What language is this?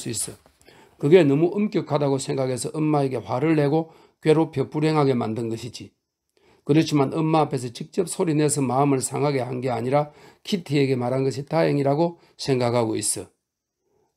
Korean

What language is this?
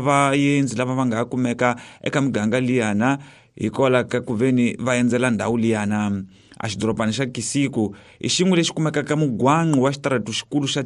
Tsonga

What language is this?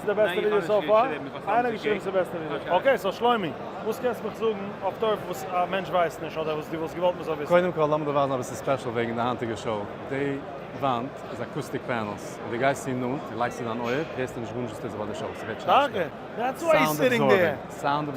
Yiddish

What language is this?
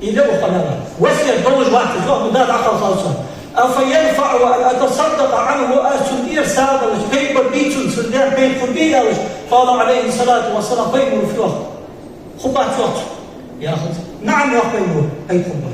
Ingush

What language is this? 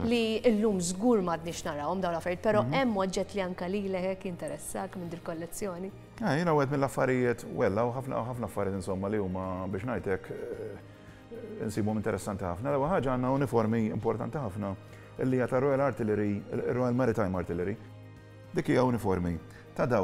Maltese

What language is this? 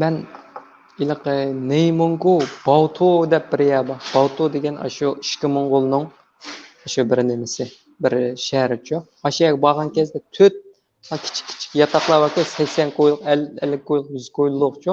Uyghur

